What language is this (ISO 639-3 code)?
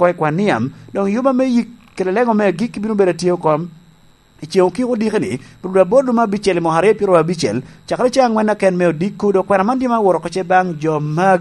laj